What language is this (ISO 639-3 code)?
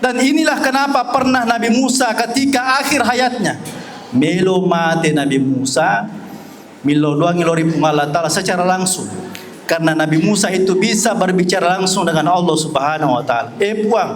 bug